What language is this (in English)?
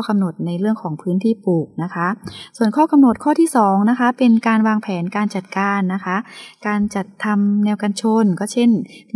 Thai